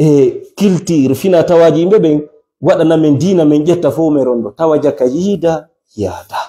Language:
Fula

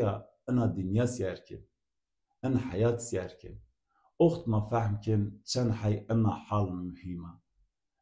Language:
Zaza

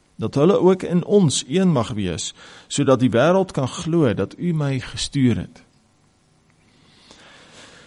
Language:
Afrikaans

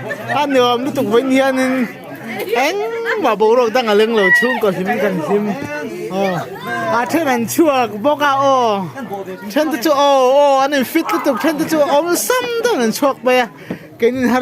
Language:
Mizo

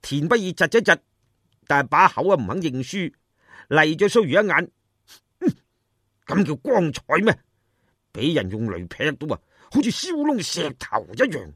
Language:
Cantonese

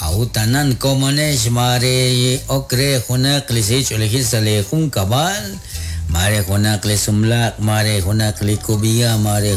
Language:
Kekchí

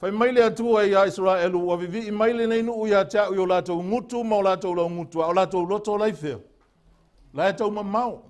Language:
Samoan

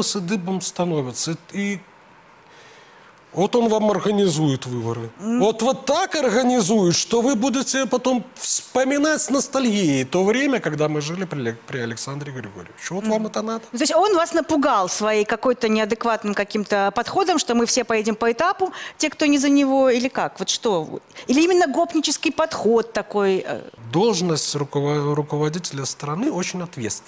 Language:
Russian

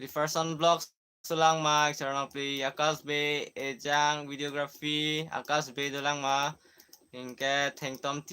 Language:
Karbi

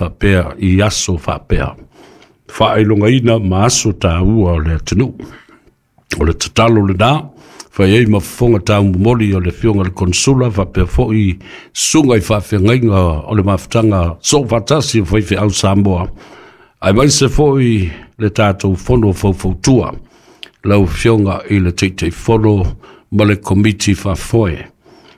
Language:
Samoan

